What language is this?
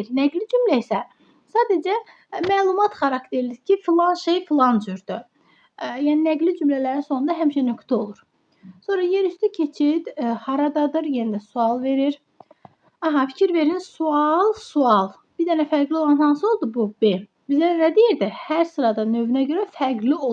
Azerbaijani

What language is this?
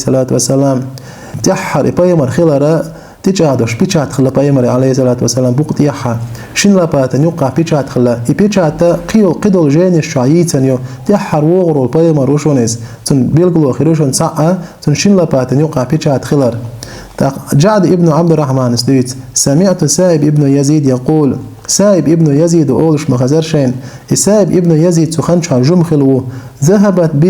Chechen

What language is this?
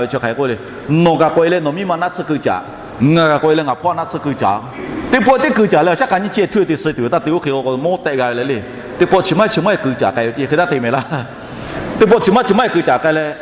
Lahu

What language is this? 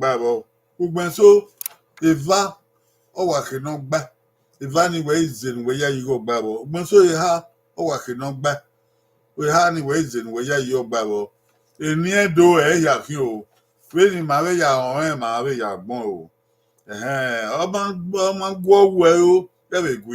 Bini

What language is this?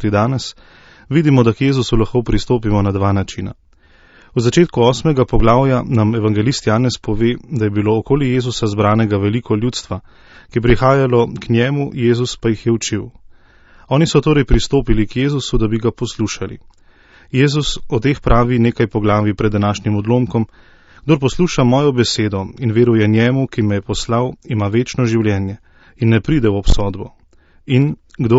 Slovenian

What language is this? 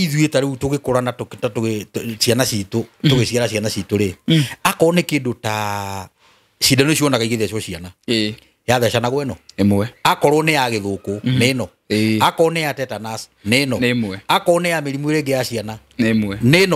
Kikuyu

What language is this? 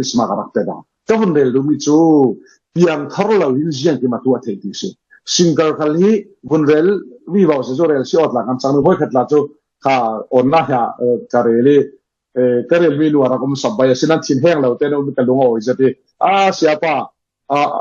Falam Chin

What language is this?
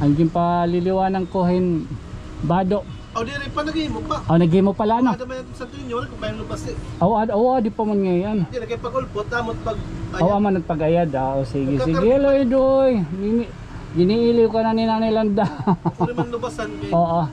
Waray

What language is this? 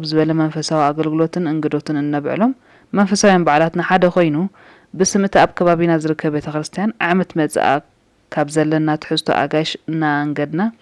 Tigrinya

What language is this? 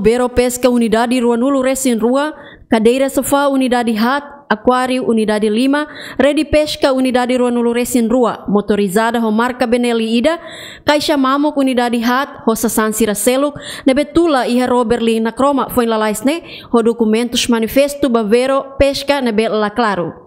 Tetum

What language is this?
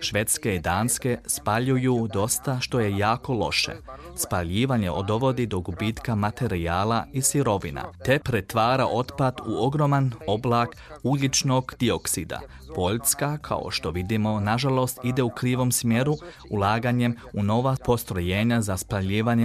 Croatian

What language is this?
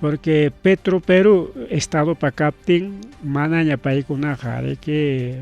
Ayacucho Quechua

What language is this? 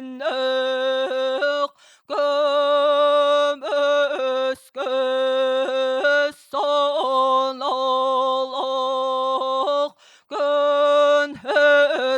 Yakut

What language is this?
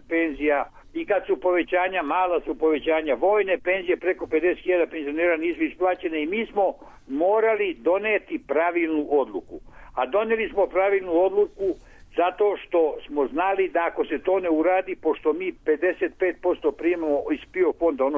Serbian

